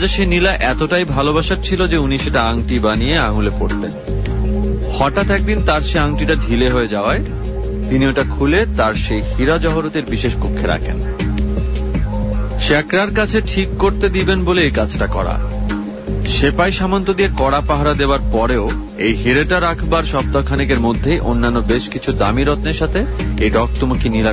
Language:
Bangla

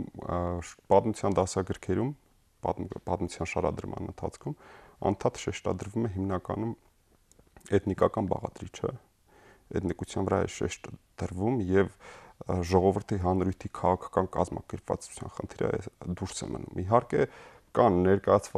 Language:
Armenian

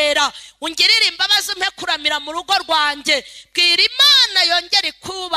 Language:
Kinyarwanda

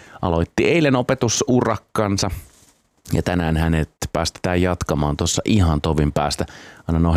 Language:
Finnish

